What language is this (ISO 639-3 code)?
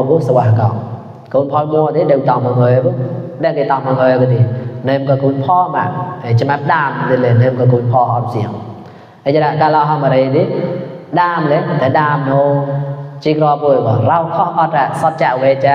mnw